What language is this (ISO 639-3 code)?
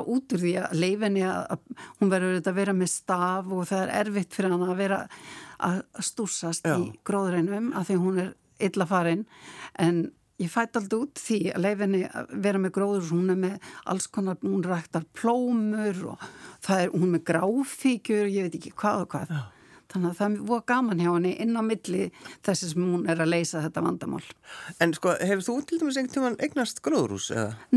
isl